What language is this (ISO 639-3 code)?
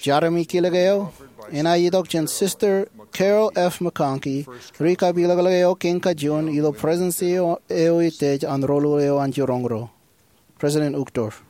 mah